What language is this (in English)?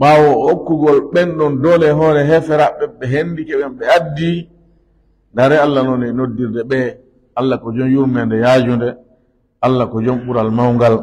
Fula